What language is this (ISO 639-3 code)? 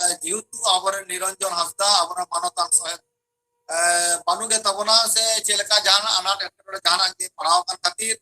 sat